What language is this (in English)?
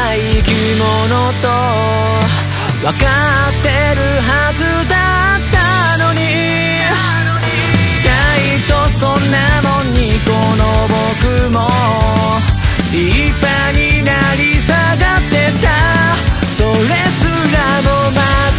Japanese